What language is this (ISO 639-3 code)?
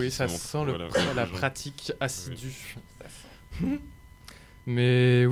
fra